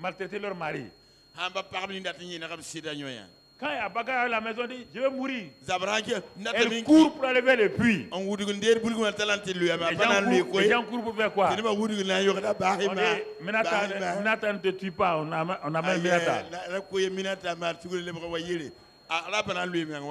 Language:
French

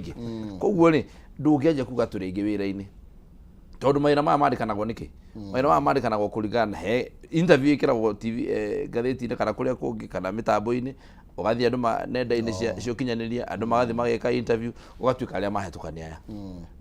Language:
Kikuyu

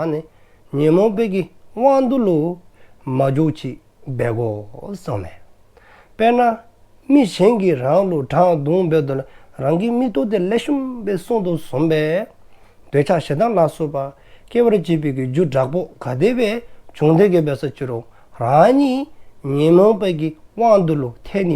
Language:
Dzongkha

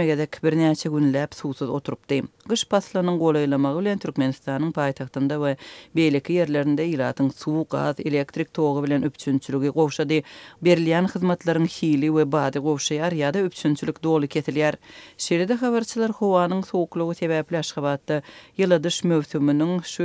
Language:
Turkmen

